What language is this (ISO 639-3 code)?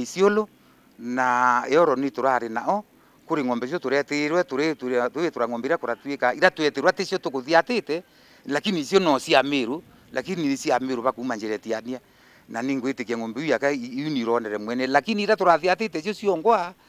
mer